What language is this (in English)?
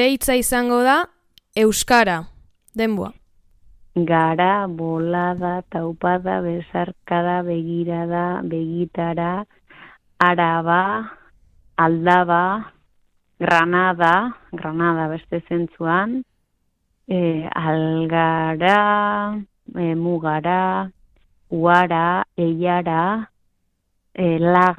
Basque